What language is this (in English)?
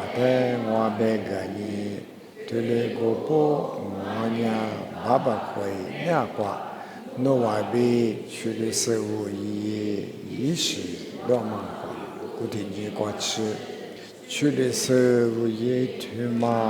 Lisu